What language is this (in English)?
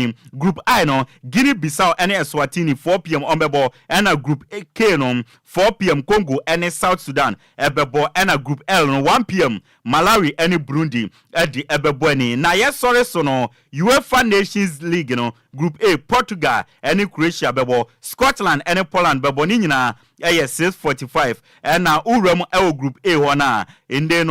Akan